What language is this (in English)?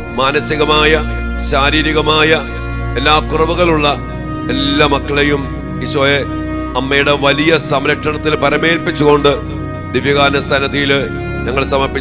Malayalam